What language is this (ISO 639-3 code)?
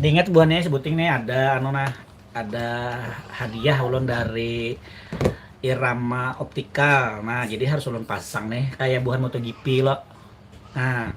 bjn